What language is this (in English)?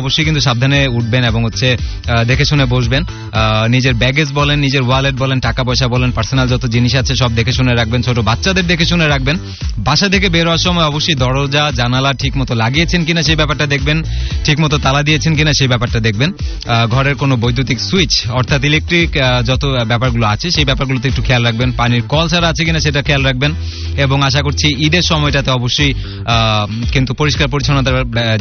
Bangla